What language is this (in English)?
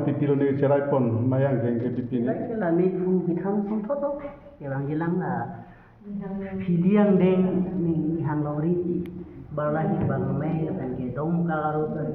Karbi